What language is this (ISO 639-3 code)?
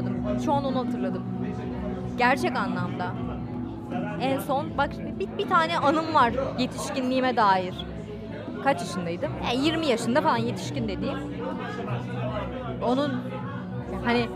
tur